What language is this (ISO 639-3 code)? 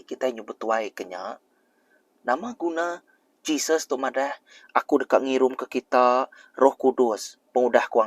iba